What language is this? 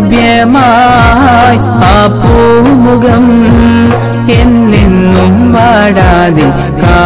Malayalam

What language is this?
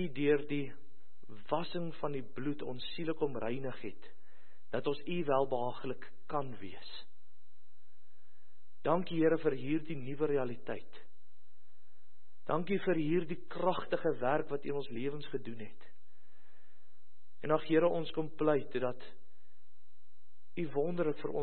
Afrikaans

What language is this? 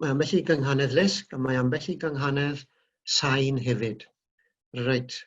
Welsh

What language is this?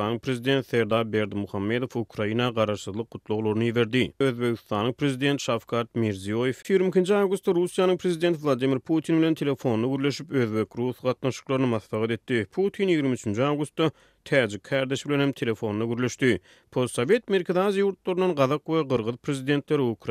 Turkmen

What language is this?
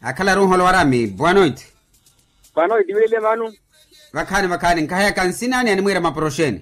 Makhuwa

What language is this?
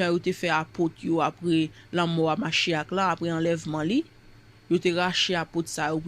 Haitian Creole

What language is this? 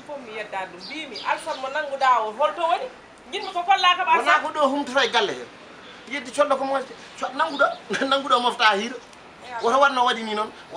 Fula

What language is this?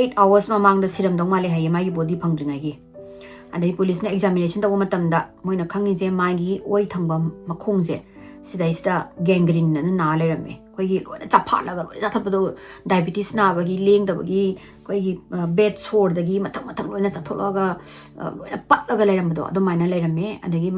Manipuri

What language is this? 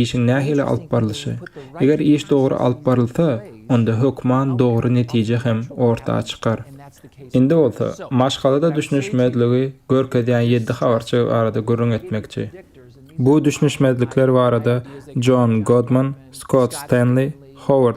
Turkmen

